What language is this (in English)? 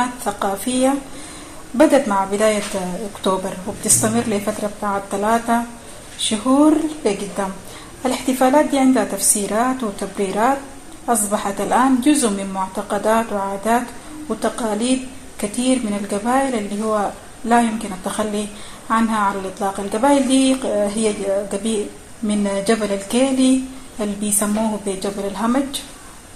Sudanese Arabic